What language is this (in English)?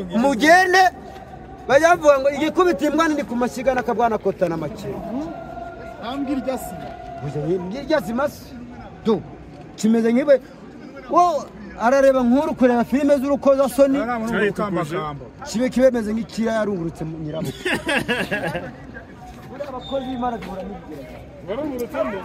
Kinyarwanda